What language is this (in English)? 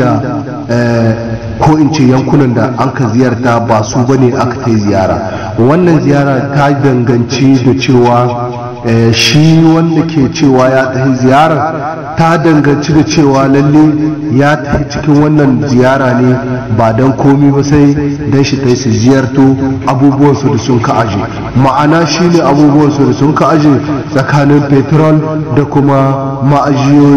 Hausa